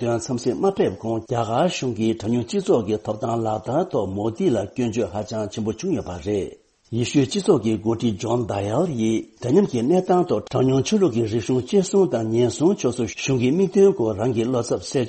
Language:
Tibetan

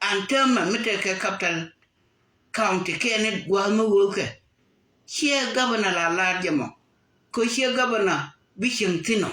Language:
Nuer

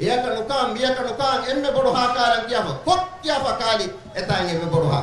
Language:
Divehi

